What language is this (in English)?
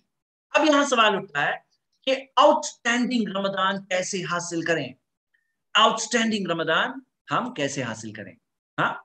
Urdu